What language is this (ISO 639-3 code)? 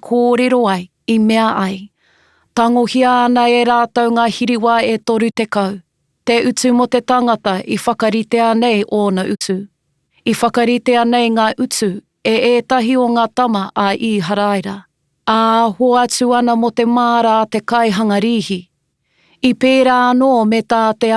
mri